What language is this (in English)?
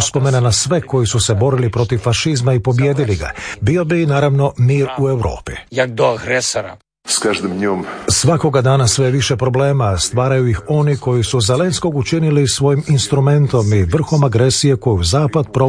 Croatian